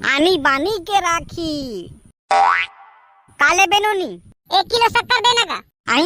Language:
Chhattisgarhi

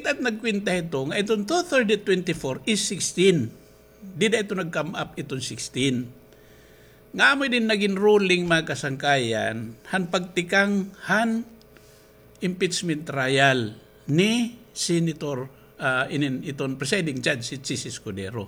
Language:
Waray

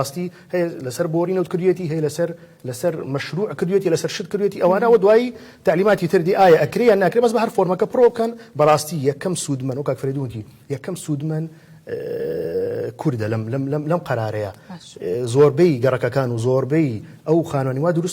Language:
Central Kurdish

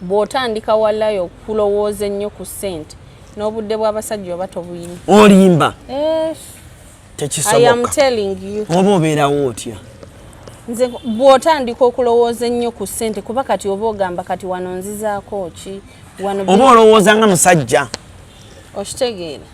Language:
Ganda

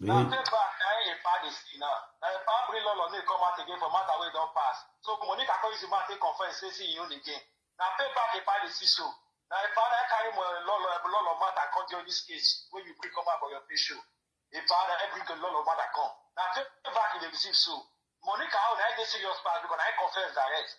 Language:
Nigerian Pidgin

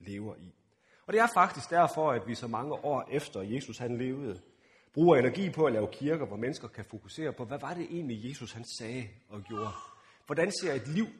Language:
Danish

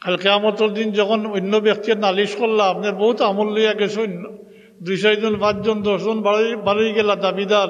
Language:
Sylheti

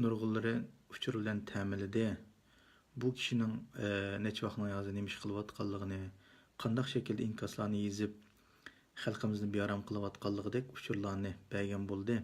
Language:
Uyghur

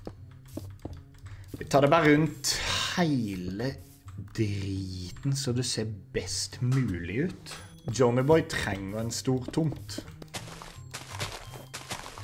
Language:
Norwegian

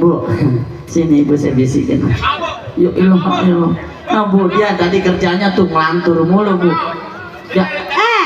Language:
Betawi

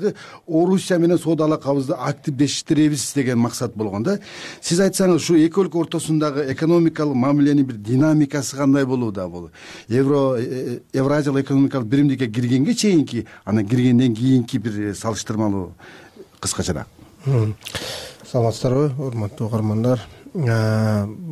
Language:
Kyrgyz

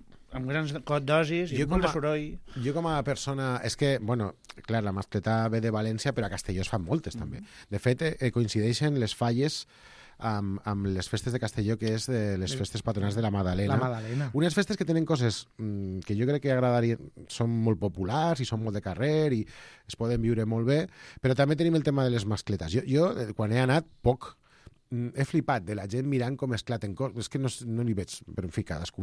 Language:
Catalan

